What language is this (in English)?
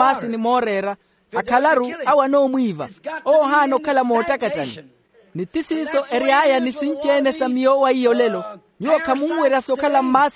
Makhuwa